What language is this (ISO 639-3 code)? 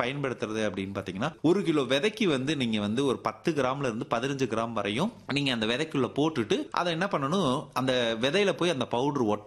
tam